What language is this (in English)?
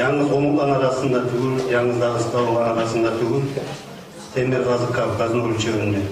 Kumyk